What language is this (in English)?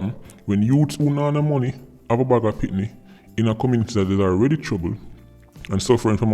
Jamaican Creole English